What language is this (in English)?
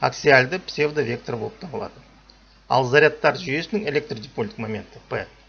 Kazakh